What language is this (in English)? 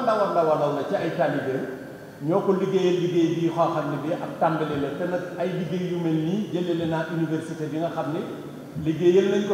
Wolof